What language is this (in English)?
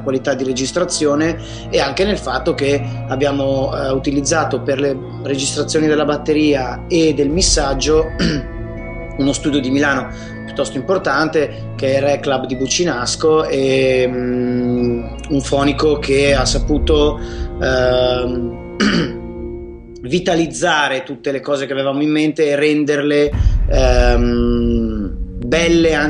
Italian